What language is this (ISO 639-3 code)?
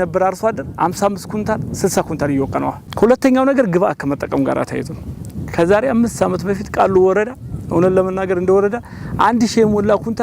amh